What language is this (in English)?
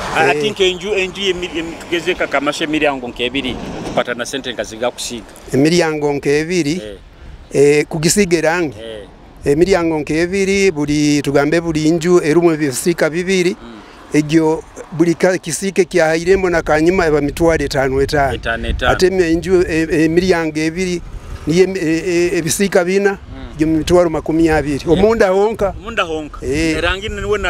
Nyoro